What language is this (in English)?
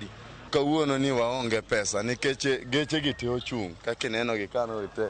Luo (Kenya and Tanzania)